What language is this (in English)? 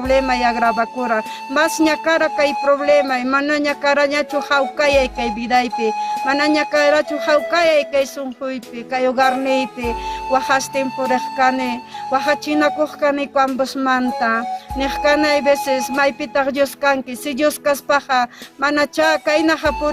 Ayacucho Quechua